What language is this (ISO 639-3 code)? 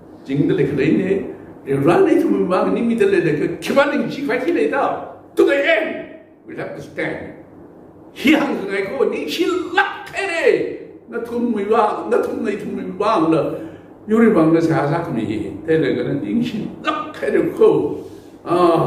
nmf